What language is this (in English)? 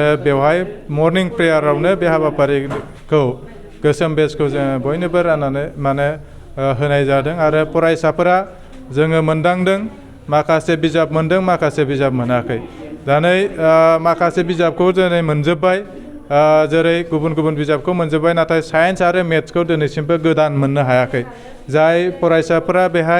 Bodo